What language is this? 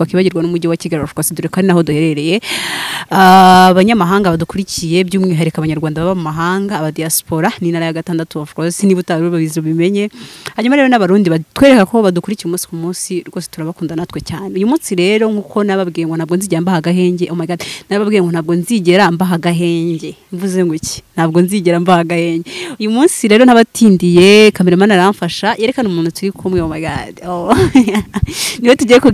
Kinyarwanda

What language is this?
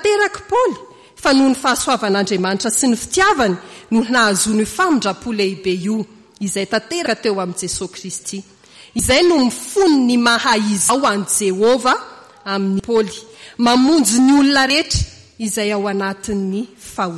Malagasy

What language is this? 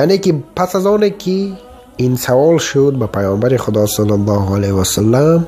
Tajik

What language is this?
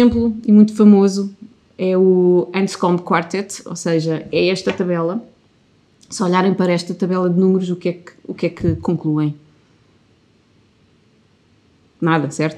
Portuguese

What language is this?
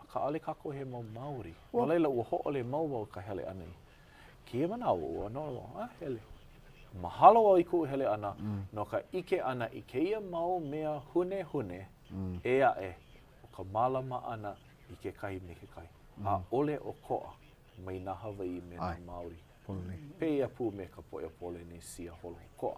Hawaiian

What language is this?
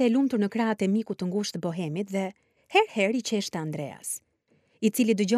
Albanian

